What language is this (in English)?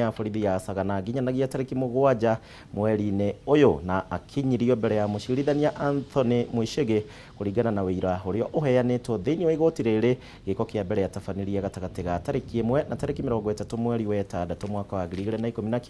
Kikuyu